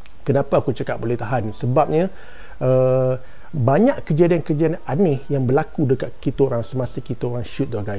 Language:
Malay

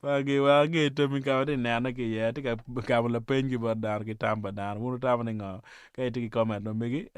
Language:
Acoli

